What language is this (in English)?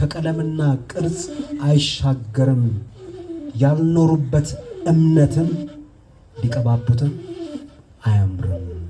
Amharic